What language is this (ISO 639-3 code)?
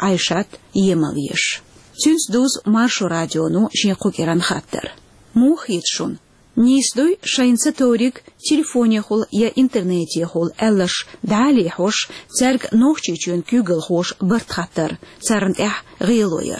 che